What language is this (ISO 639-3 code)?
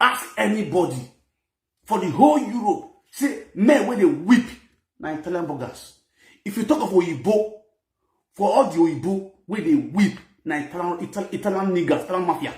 pcm